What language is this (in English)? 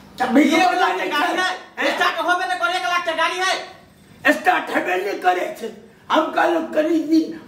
Maithili